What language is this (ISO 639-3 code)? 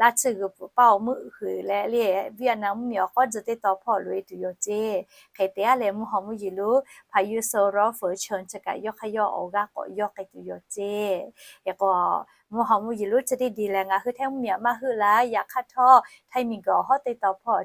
lhu